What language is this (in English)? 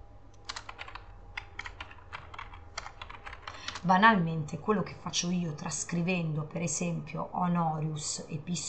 Italian